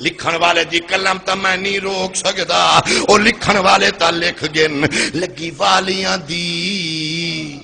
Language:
Saraiki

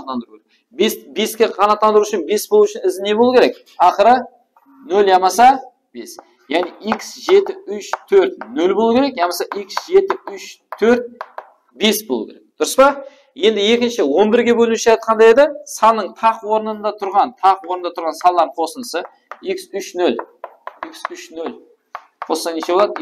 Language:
Kara-Kalpak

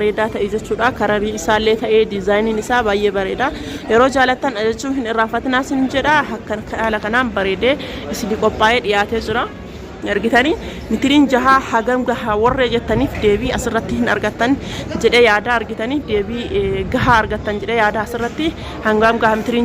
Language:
Oromo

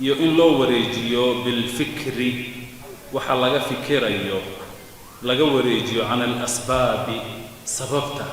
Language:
Somali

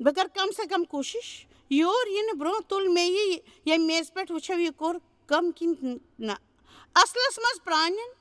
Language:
Kashmiri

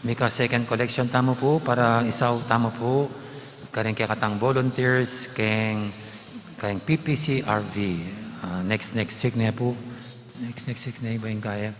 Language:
Pampanga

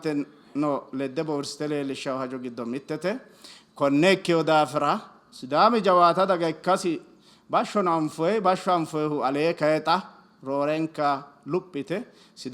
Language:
Sidamo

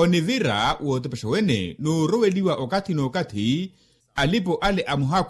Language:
Makhuwa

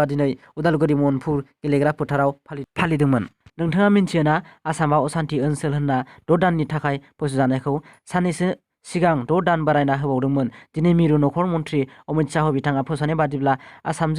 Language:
Bodo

